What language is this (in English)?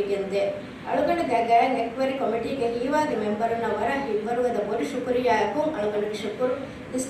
Divehi